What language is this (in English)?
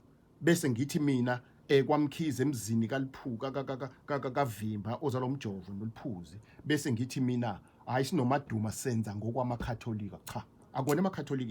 Zulu